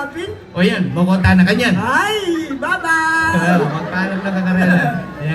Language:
Pampanga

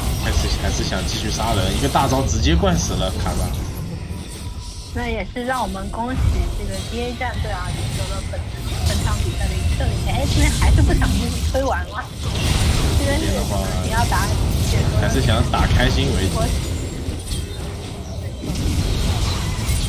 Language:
Chinese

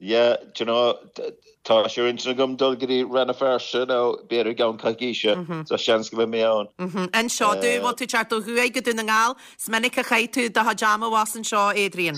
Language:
Irish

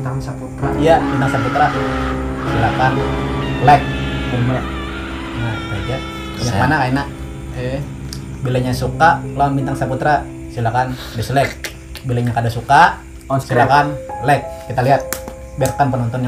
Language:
Banjar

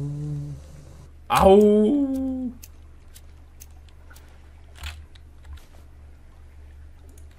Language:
Bulgarian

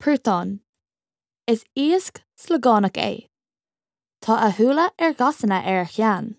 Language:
Irish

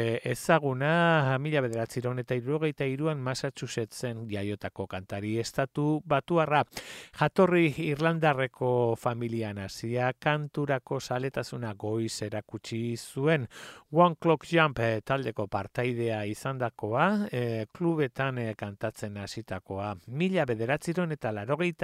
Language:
Basque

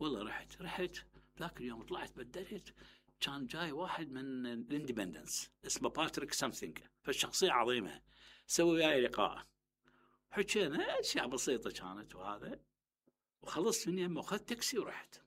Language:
Mesopotamian Arabic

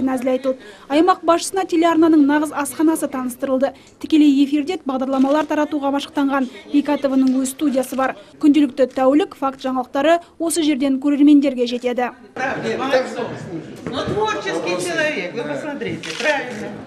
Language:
Kazakh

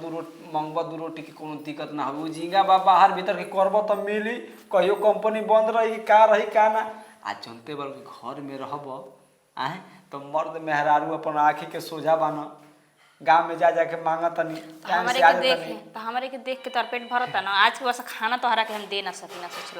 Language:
Bhojpuri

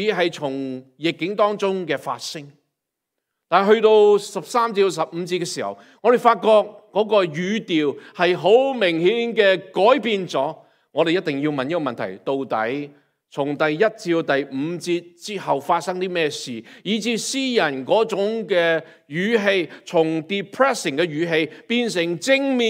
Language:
Cantonese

